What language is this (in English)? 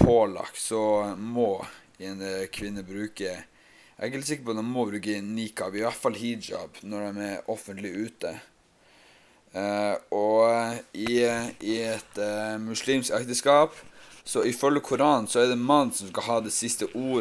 Norwegian